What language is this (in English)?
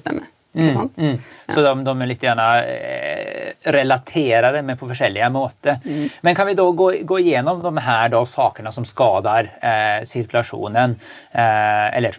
Norwegian